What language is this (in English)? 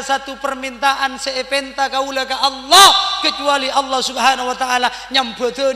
Madurese